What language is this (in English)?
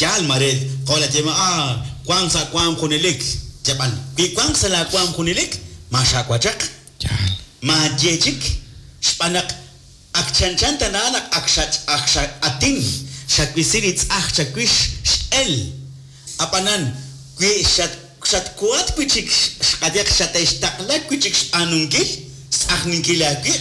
Kekchí